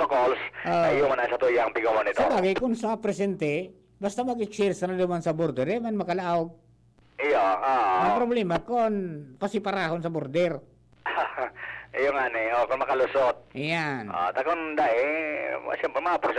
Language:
Bikol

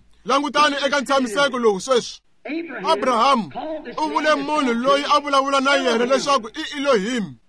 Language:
Tsonga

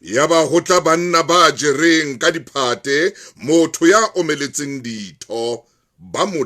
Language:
Southern Sotho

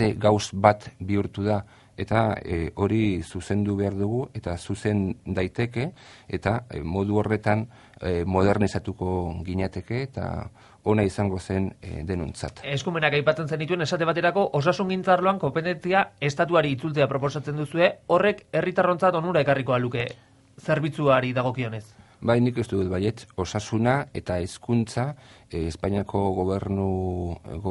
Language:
Basque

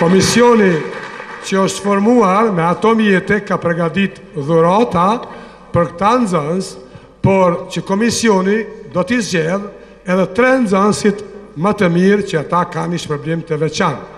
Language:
Albanian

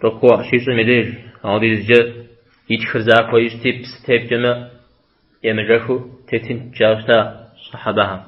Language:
Kabardian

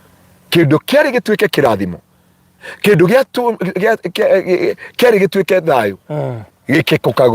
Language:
Kikuyu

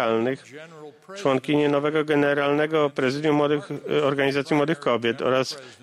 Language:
Polish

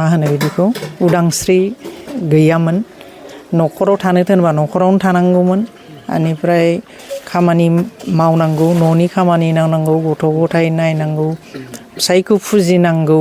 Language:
Bodo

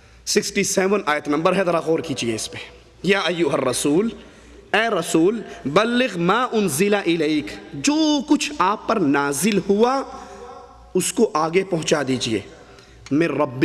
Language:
Urdu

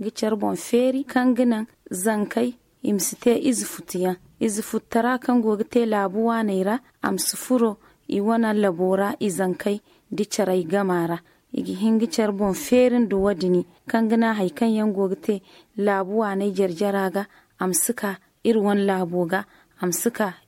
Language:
Zarma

